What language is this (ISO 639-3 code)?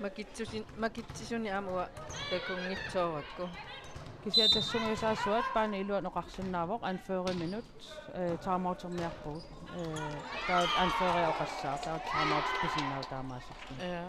kal